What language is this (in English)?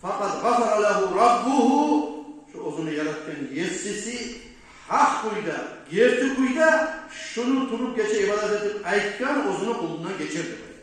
Kumyk